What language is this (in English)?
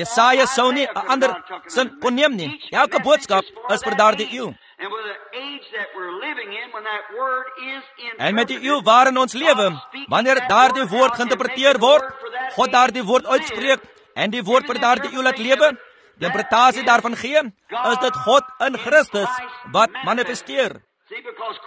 Afrikaans